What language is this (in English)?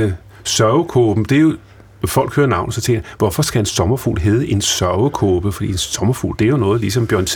Danish